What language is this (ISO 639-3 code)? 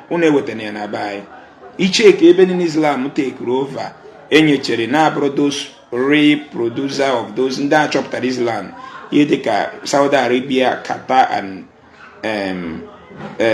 ibo